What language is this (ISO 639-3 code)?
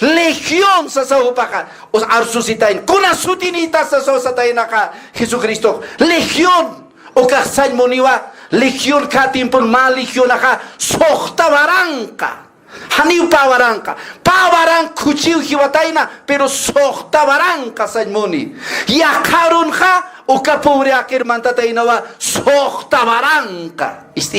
aym